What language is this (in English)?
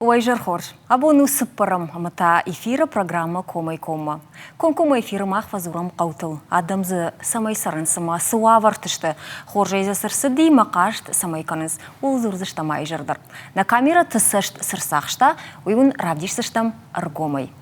Ossetic